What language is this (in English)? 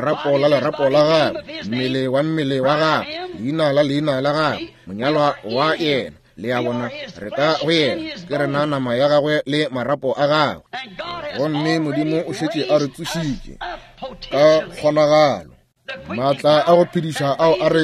Northern Sotho